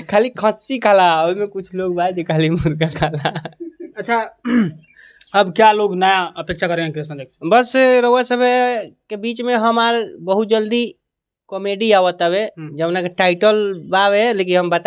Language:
Bhojpuri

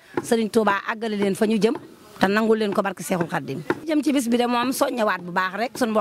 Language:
Wolof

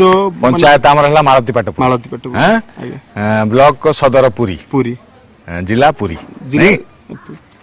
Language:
Odia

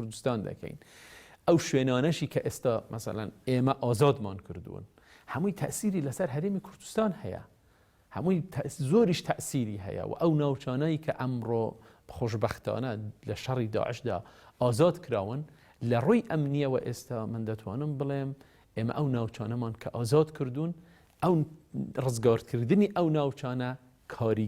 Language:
Central Kurdish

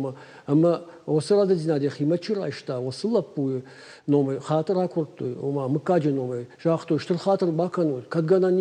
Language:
Ossetic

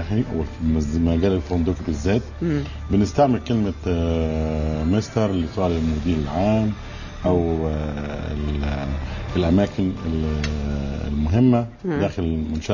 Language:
Egyptian Arabic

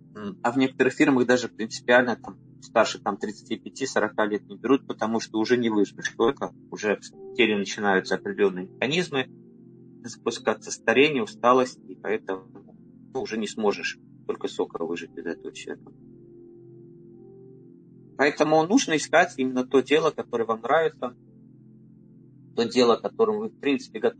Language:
Russian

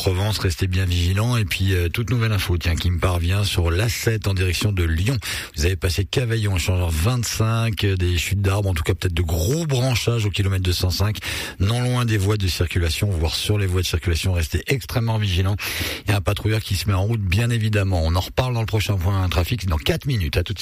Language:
French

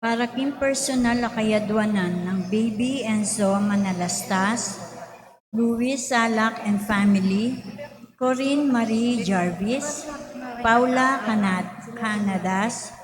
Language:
Pampanga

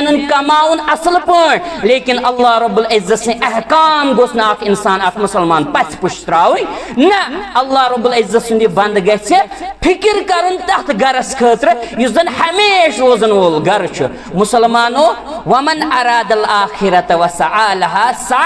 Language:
Kashmiri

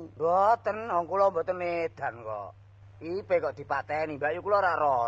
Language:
Javanese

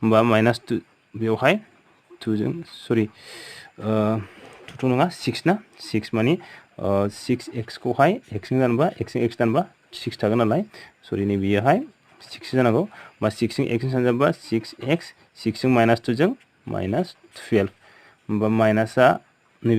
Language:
Bodo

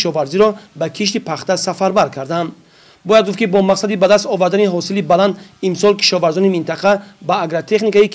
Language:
Tajik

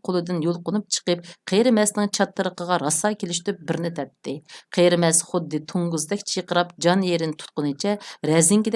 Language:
Uyghur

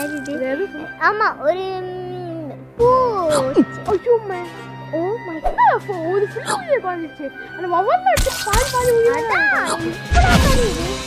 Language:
Tamil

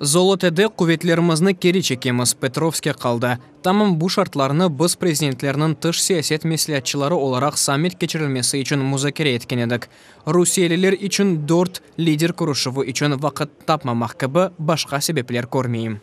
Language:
Crimean Tatar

